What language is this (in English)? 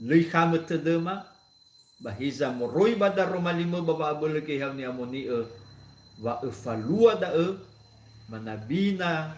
Nias